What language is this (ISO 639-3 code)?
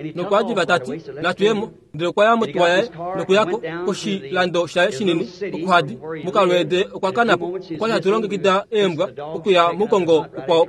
kua